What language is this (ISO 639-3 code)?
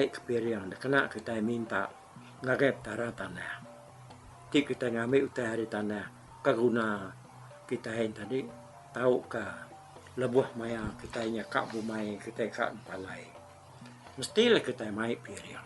iba